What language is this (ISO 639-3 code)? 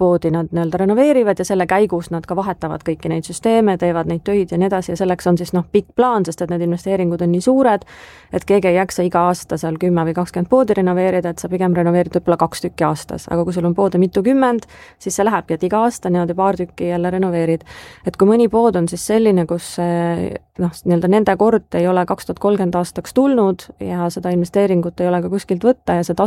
est